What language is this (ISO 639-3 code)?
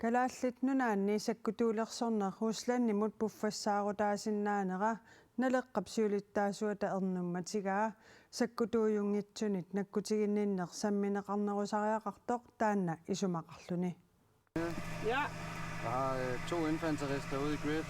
kal